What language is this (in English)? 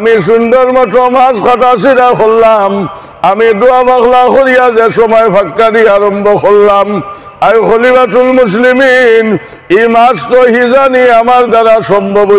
Sylheti